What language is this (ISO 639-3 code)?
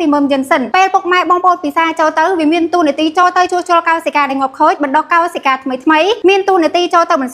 khm